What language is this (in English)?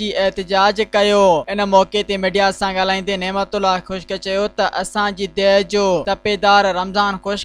Sindhi